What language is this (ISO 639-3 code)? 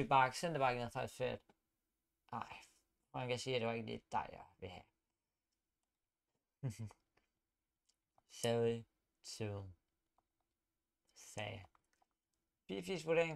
dan